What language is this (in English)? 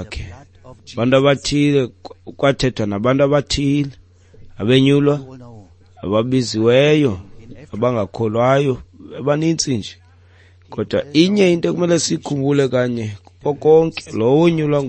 Xhosa